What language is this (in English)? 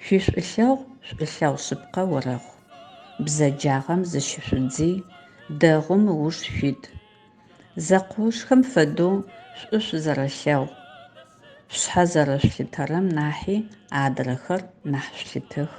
Adyghe